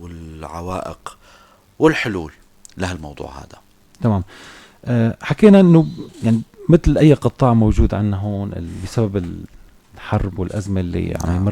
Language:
North Levantine Arabic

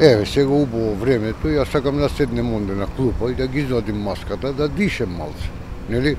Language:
Macedonian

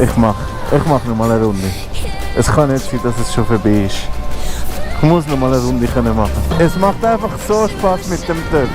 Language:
Swiss German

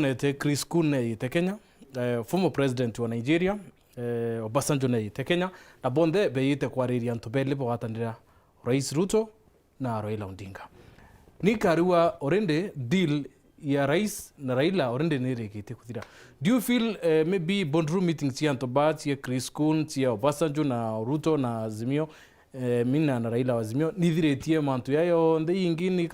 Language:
Meru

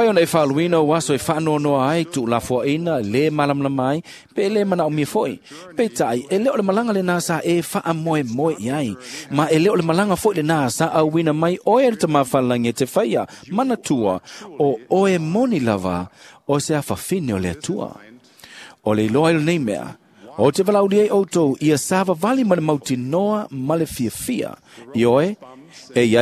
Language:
Samoan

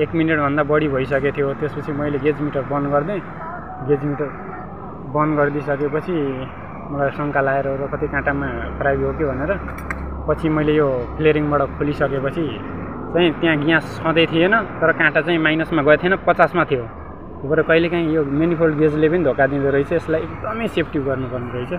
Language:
Nepali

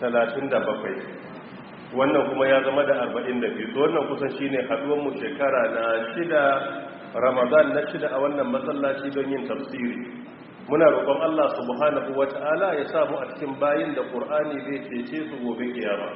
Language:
Hausa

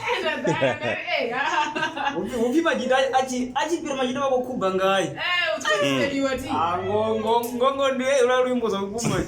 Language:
Venda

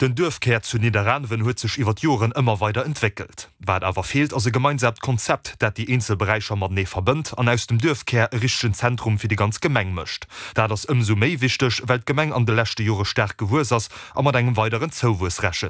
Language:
Luxembourgish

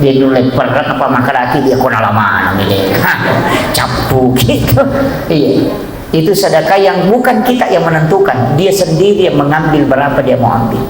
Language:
Buginese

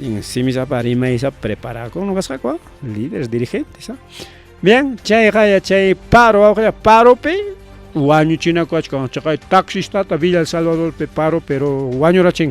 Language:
Ayacucho Quechua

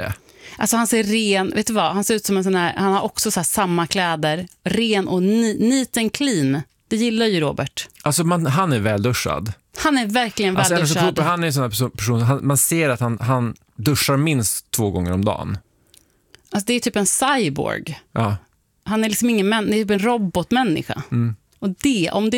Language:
Swedish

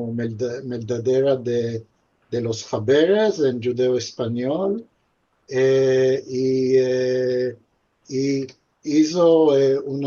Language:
Ladino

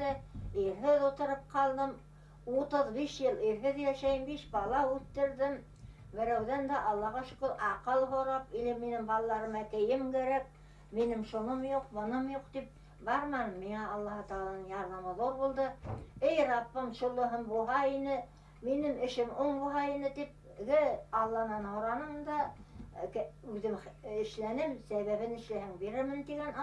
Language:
Bashkir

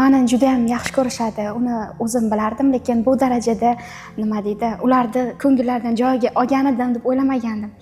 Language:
Uzbek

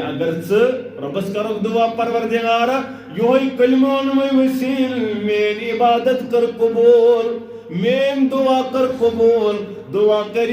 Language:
Kashmiri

